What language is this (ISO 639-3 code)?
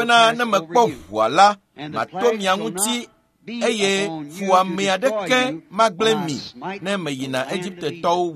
ewe